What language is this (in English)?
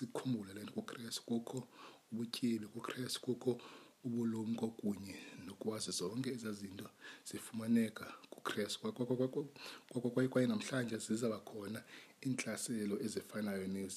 Xhosa